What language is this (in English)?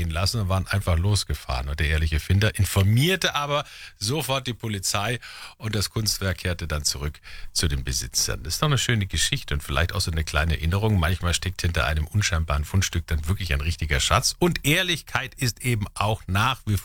German